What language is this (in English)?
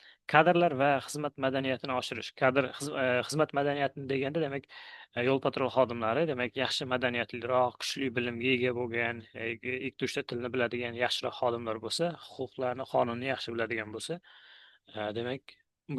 Uzbek